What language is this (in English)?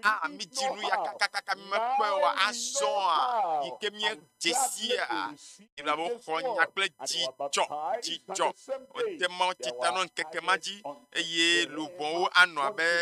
Ewe